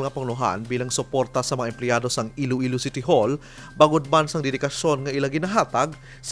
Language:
Hiligaynon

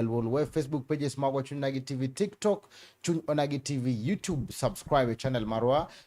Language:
Luo (Kenya and Tanzania)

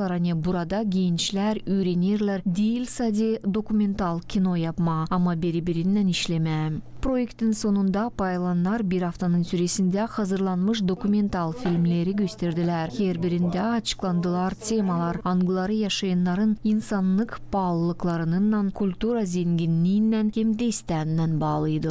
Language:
Gagauz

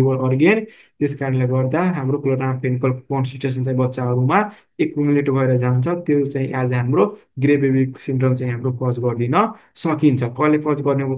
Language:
Nepali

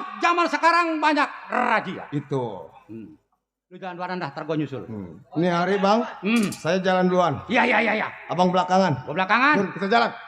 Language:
Betawi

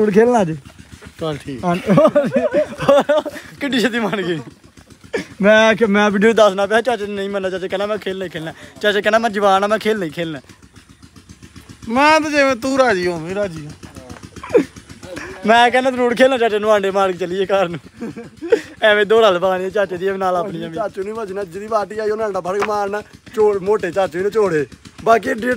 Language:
Punjabi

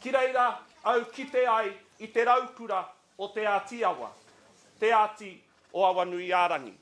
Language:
Māori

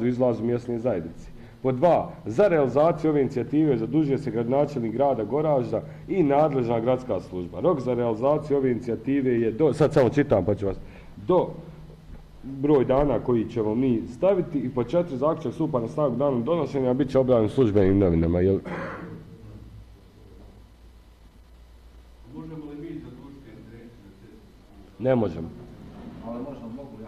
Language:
Bosnian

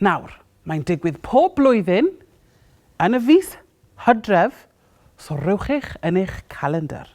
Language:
Welsh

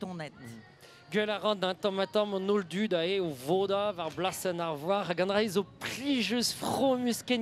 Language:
Breton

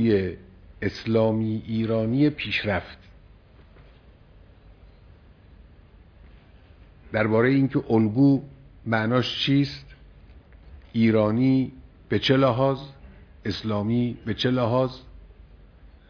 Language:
Persian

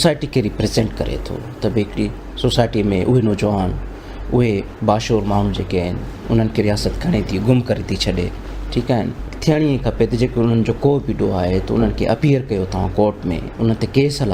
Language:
Sindhi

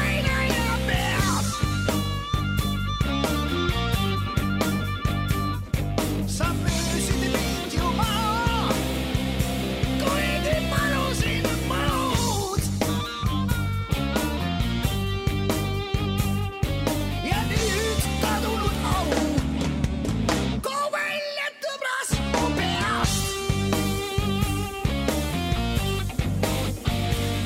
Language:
Estonian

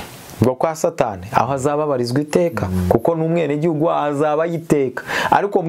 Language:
Kinyarwanda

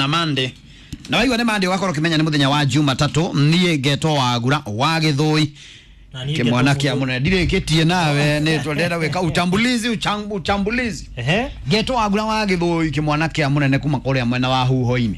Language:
Kikuyu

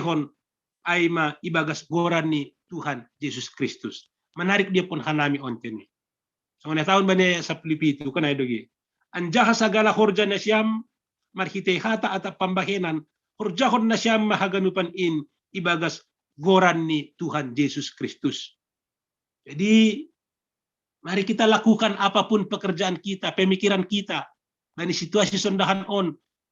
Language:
Batak Simalungun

